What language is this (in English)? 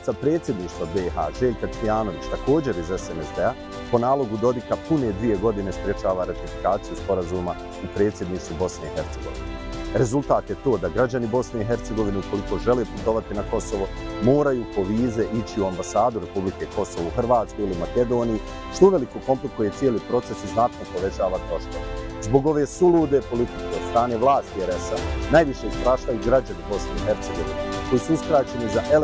Bosnian